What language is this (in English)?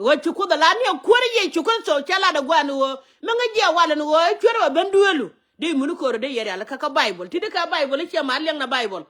Nuer